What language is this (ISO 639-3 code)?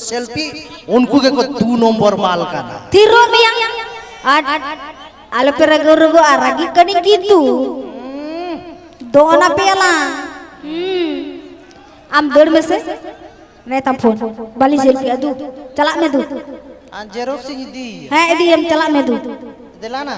sat